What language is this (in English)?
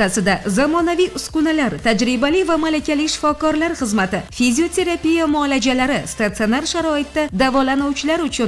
Uzbek